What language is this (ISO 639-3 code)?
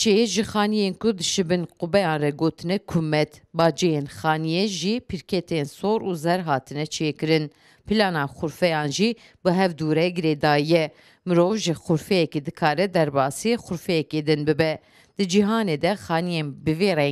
kur